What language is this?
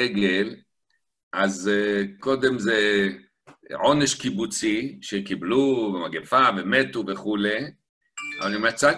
Hebrew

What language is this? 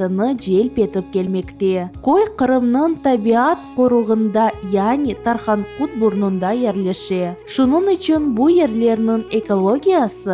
Crimean Tatar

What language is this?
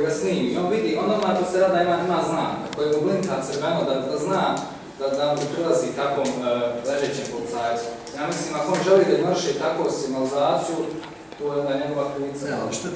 Bosnian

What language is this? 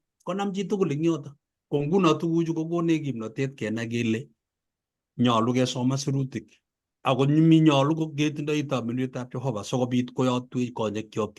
Kalenjin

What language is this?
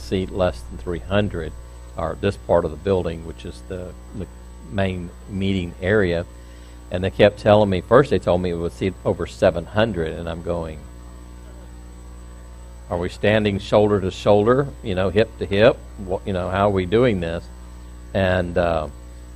English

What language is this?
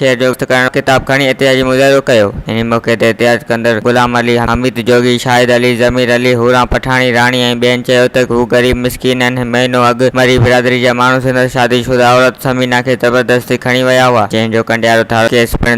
Sindhi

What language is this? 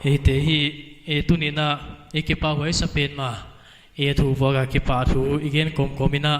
Paite Chin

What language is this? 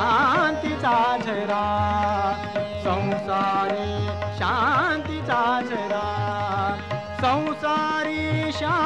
Marathi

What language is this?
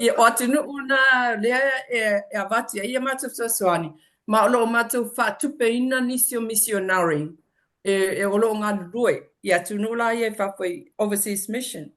Samoan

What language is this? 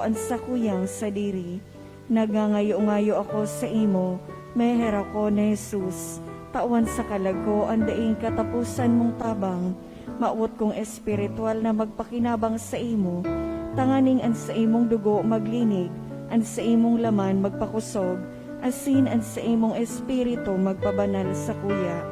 Bikol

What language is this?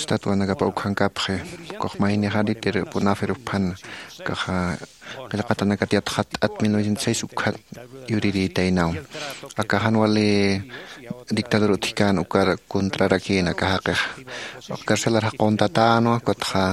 Aymara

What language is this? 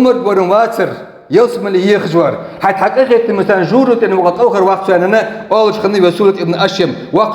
Ingush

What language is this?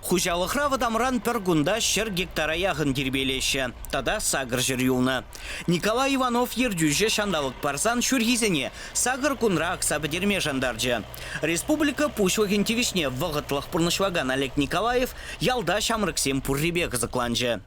Chuvash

